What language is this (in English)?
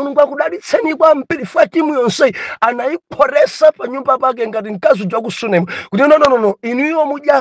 Nyanja